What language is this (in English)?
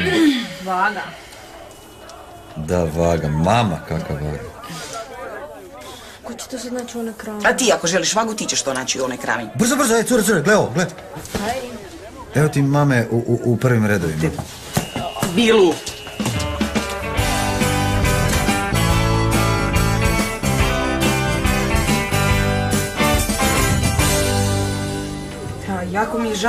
Croatian